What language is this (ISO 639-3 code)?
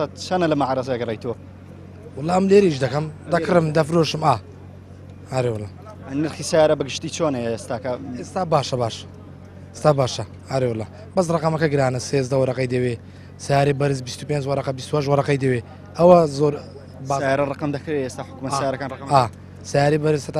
ckb